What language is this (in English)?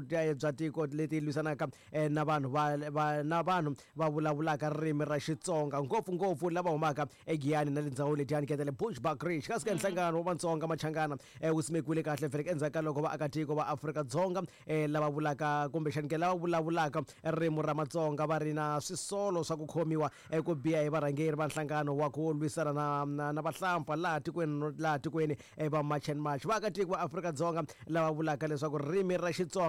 Tsonga